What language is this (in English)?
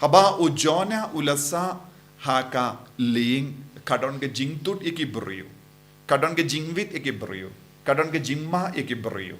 Khasi